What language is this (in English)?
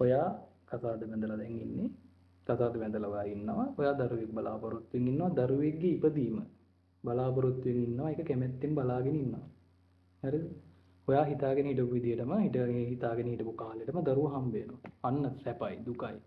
Sinhala